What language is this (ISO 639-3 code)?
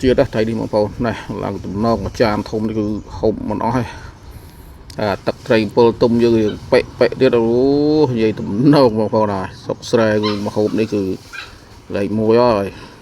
khm